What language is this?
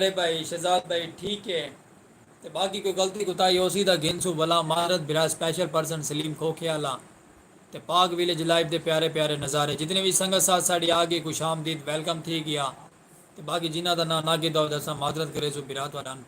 Saraiki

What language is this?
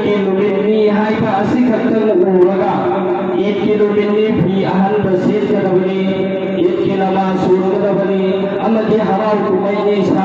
Manipuri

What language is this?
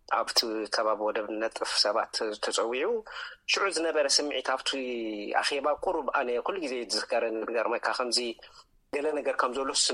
Tigrinya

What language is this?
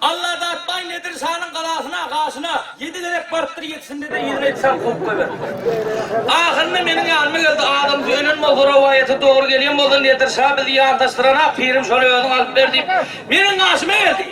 Turkmen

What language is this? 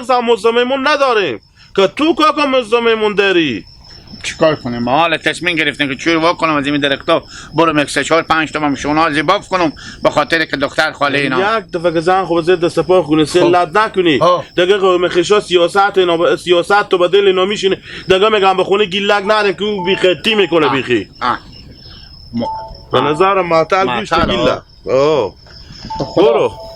Hazaragi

